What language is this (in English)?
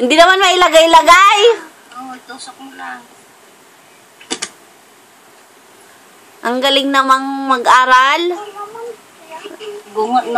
Filipino